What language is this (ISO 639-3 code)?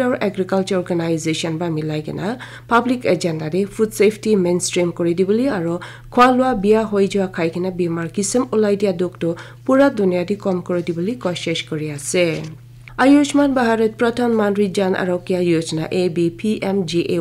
nag